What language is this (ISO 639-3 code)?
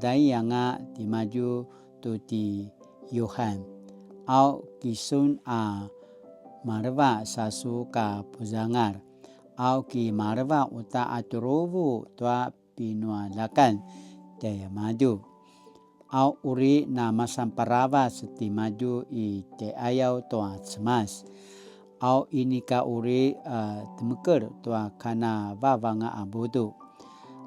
pwn